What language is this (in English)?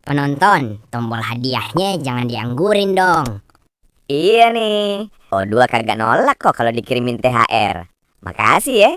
Betawi